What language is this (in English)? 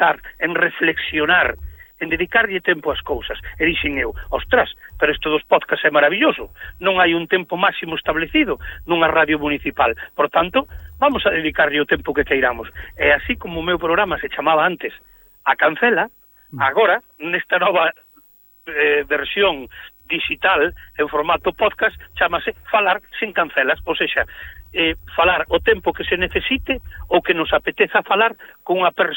Galician